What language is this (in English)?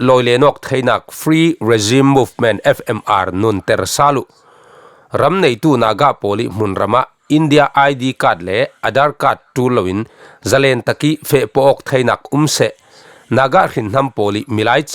Falam Chin